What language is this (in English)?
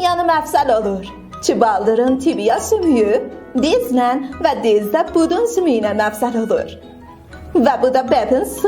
South Azerbaijani